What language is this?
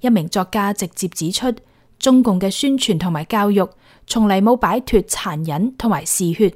Cantonese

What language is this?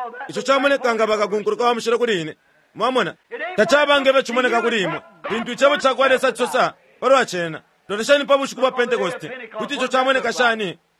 Bemba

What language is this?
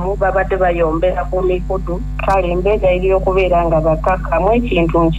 Ganda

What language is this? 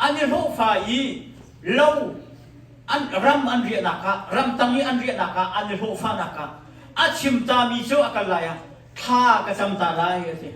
Hakha Chin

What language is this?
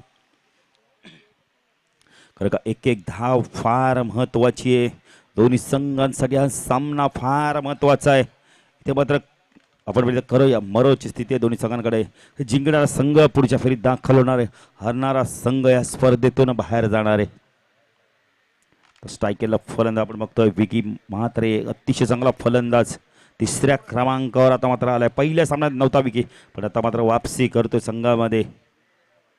Marathi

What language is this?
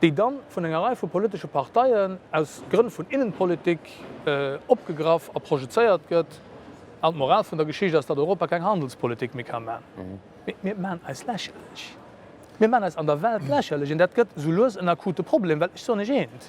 Luxembourgish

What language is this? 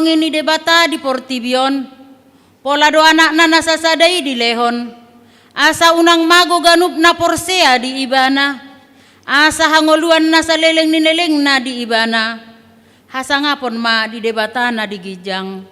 Batak Toba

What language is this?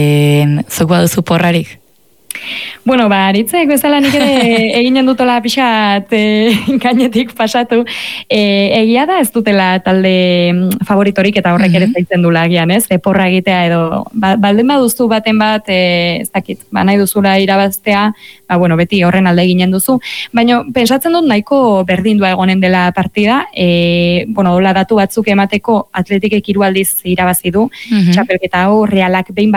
Basque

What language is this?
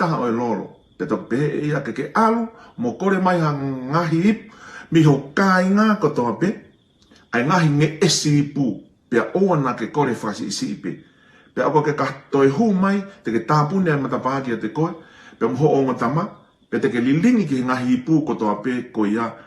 Tongan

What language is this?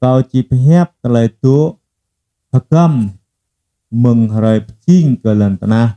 Jarai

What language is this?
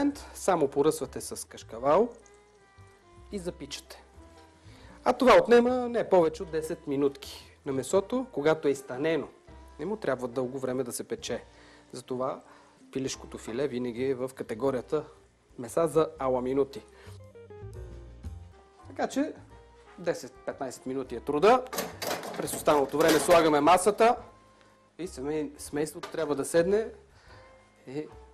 Bulgarian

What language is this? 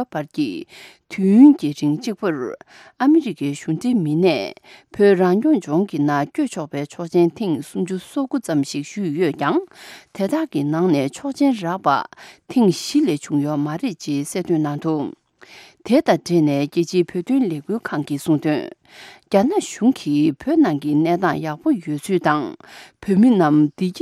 Tibetan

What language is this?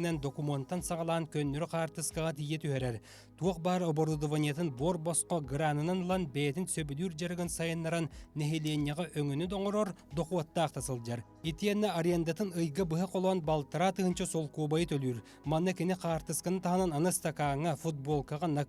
Yakut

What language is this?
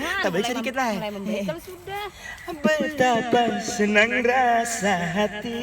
Banjar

